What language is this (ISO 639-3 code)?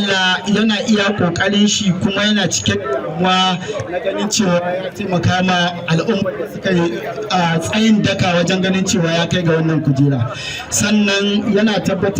hau